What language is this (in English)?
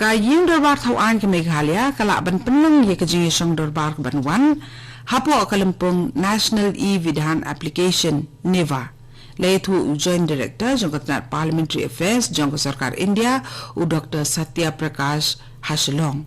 Khasi